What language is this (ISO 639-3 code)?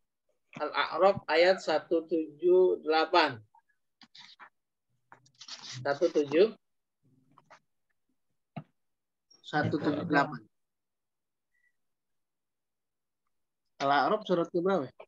ind